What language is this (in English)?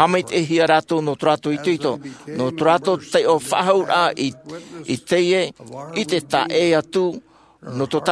Tahitian